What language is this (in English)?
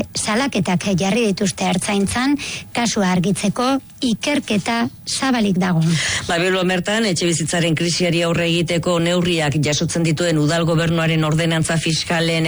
Basque